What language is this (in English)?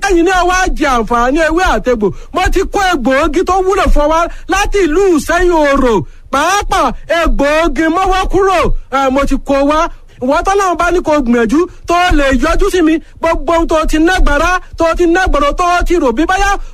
Yoruba